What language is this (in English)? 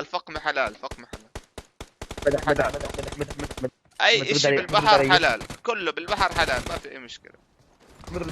North Levantine Arabic